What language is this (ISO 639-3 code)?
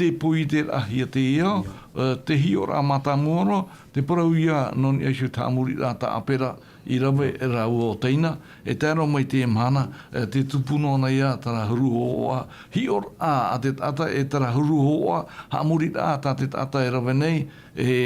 tah